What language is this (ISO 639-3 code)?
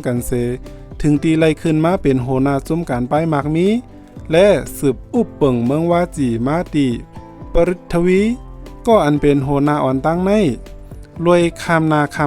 shn